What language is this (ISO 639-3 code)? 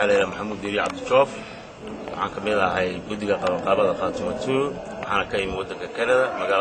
som